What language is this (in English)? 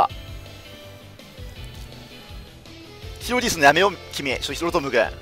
Japanese